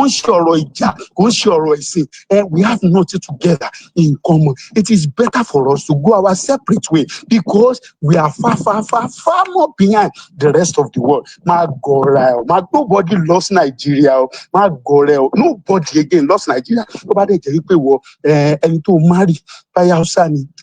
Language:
Yoruba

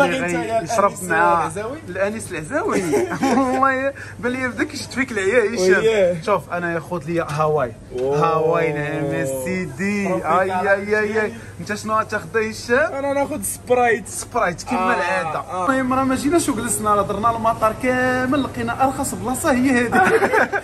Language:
Moroccan Arabic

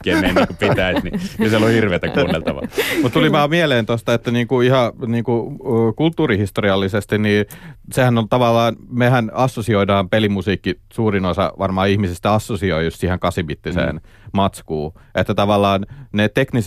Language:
Finnish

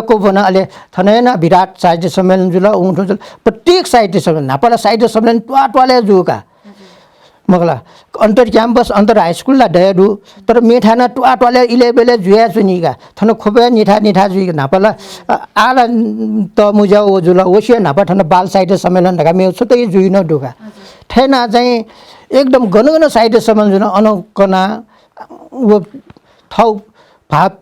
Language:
Newari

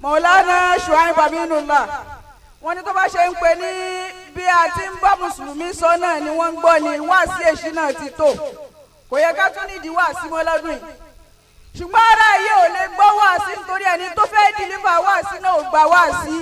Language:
Yoruba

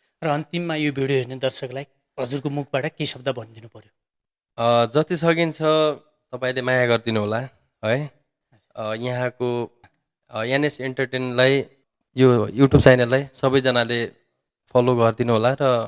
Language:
Nepali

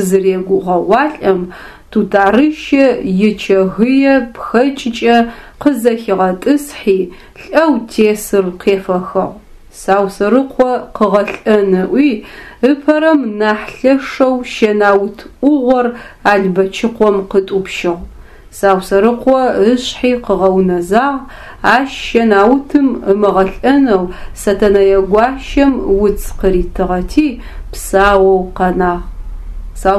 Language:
Adyghe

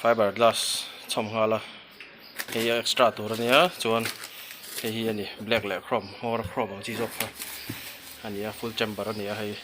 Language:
Mizo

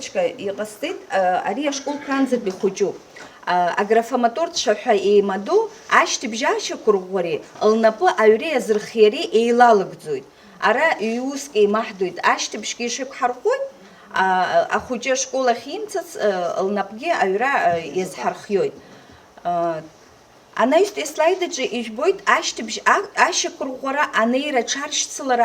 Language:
Abkhazian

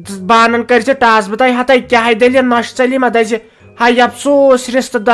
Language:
Kashmiri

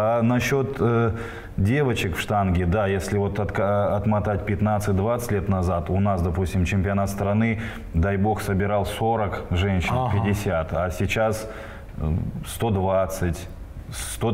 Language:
Russian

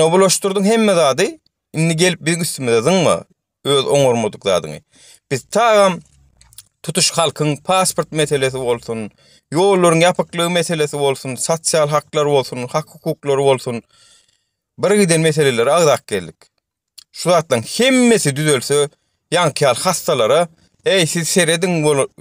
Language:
Turkmen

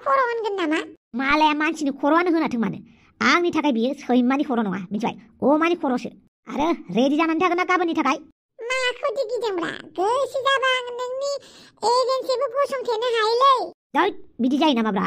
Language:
Bodo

